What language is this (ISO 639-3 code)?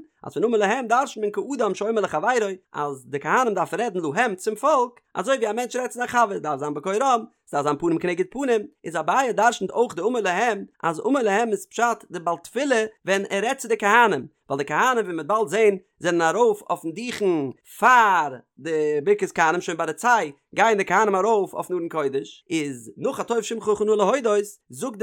yid